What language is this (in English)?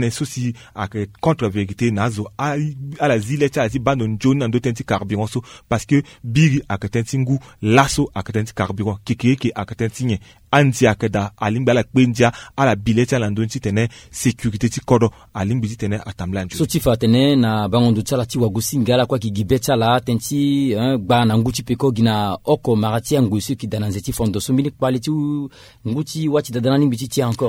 Sango